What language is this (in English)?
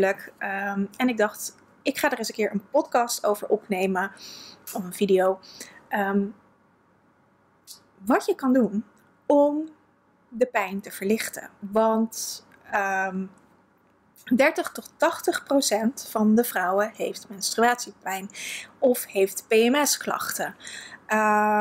Dutch